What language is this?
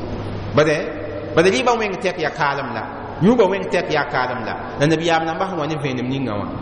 Mossi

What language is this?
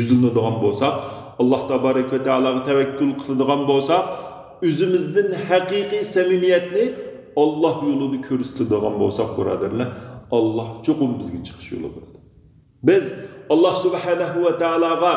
Uyghur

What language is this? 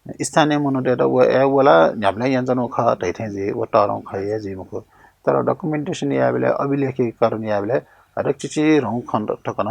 Newari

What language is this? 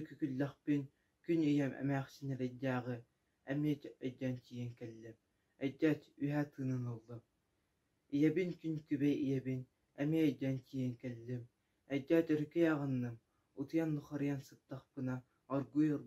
Yakut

